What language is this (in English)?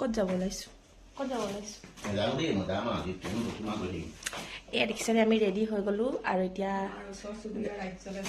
Assamese